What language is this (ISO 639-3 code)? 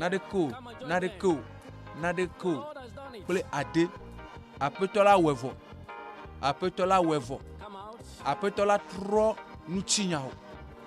ewe